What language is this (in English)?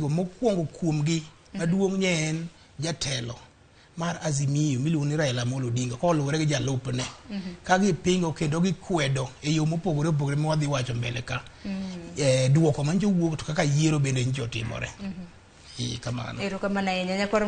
Luo (Kenya and Tanzania)